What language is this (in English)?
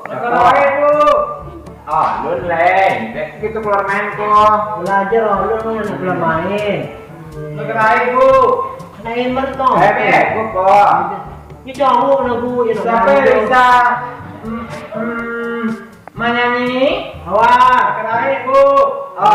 Minangkabau